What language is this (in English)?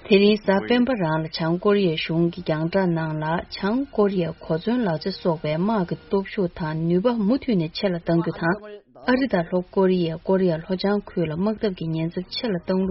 Tibetan